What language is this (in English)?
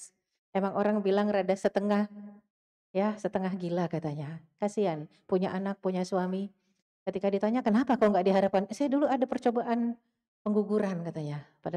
Indonesian